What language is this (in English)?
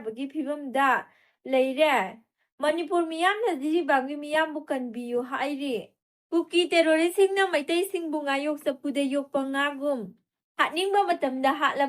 Manipuri